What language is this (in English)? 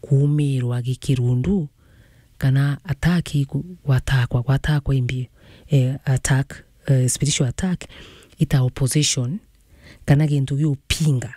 Meru